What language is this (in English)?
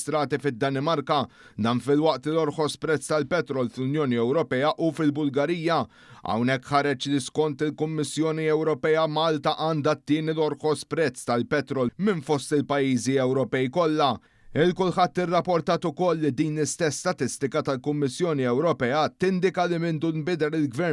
Maltese